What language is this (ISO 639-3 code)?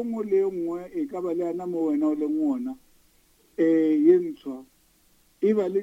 nso